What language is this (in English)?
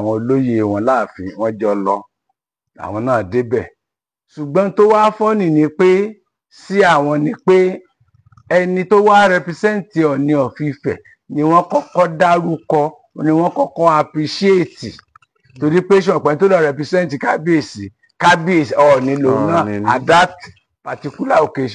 Yoruba